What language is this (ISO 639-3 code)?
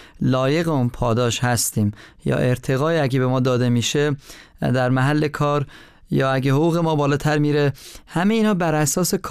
fas